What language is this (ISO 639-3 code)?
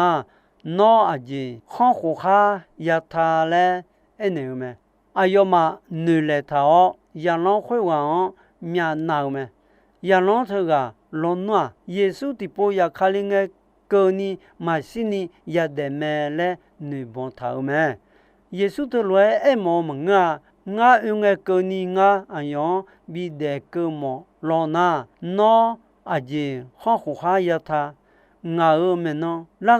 ahk